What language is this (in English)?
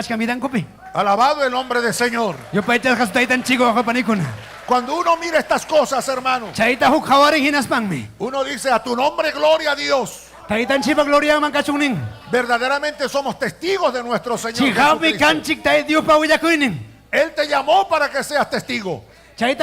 Ayacucho Quechua